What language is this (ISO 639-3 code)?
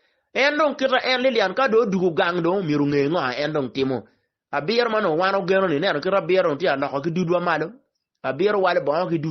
ach